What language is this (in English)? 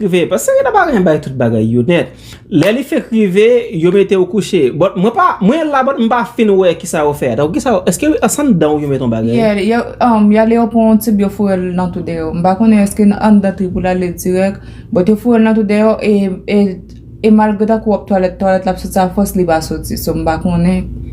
Haitian Creole